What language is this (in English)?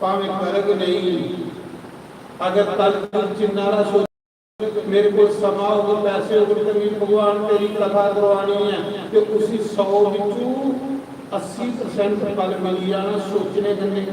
Dogri